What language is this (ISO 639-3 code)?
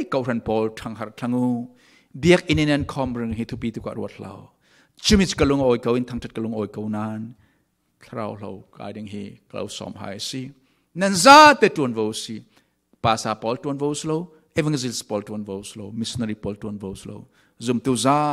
cfm